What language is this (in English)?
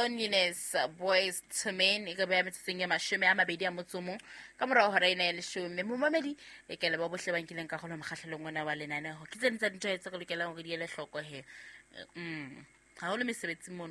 Southern Sotho